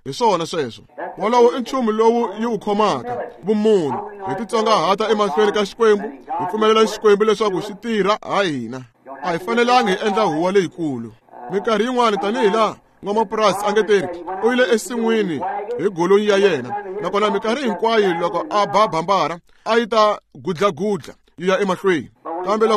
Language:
Tsonga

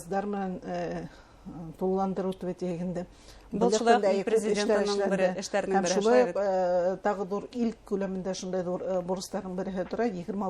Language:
Bashkir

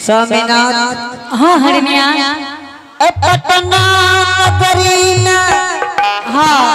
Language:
Angika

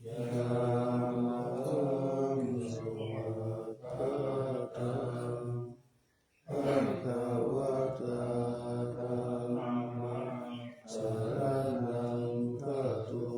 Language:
Pali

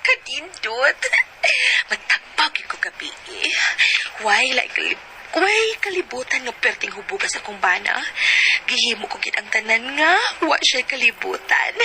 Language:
Cebuano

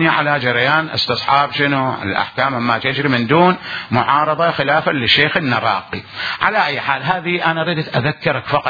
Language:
Mesopotamian Arabic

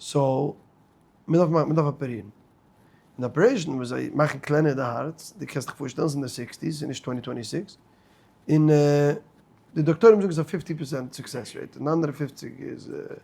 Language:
Yiddish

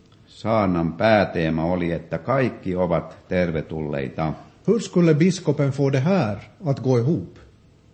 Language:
Finnish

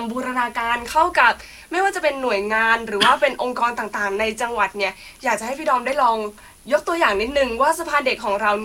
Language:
Thai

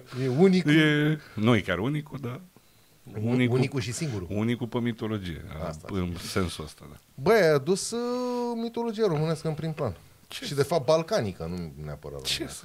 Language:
Romanian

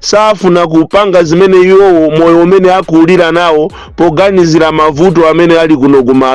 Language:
Nyanja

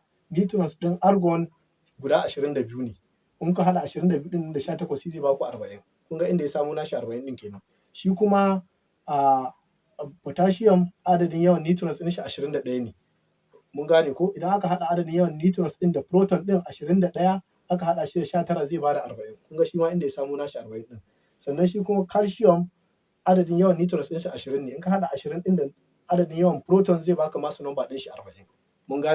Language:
Hausa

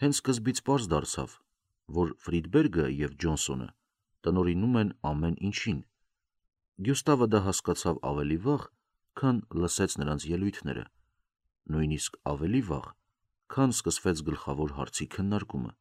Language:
Armenian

